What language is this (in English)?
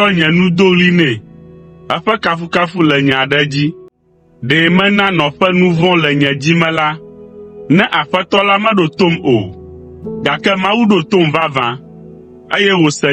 Ewe